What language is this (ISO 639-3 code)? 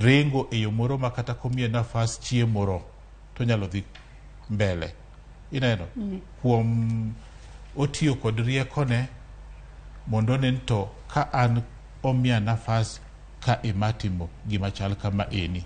luo